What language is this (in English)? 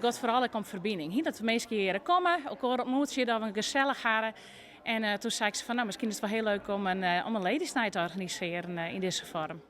Western Frisian